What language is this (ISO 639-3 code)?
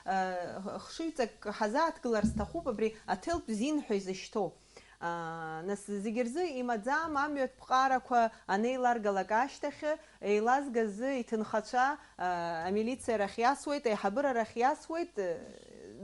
abk